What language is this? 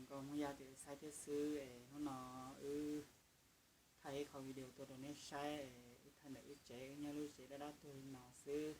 Hmong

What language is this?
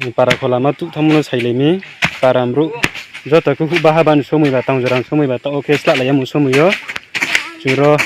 Riang (India)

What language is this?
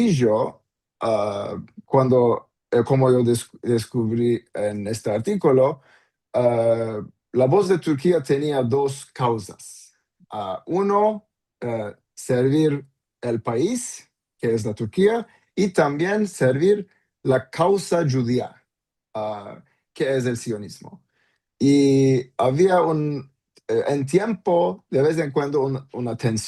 Ladino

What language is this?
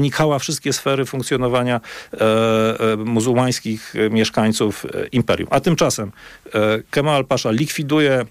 Polish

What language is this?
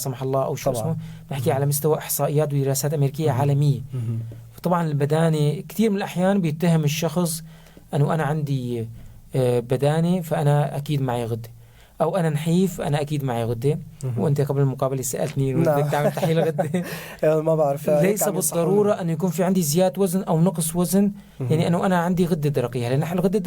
North Levantine Arabic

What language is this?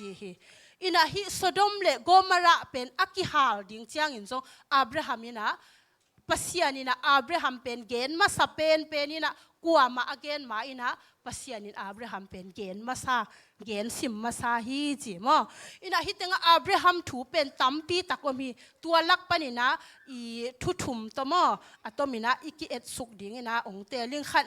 Tedim Chin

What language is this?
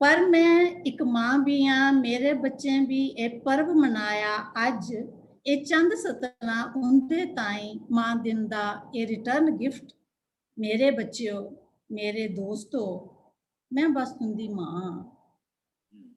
Dogri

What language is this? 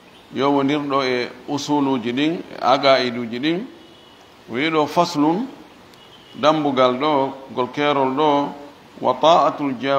Fula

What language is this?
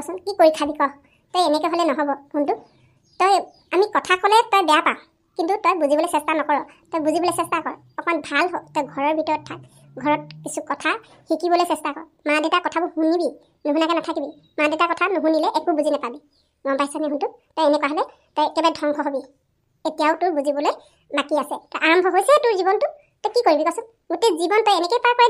Assamese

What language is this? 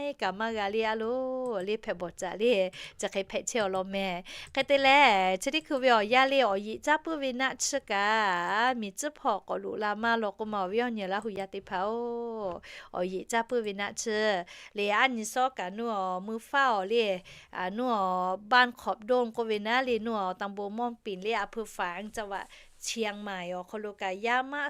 Lahu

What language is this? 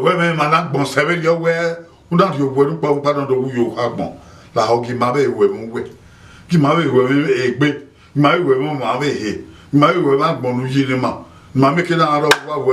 Bini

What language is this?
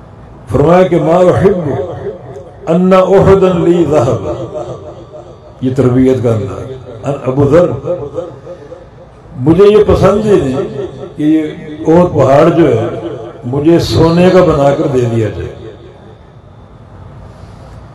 Urdu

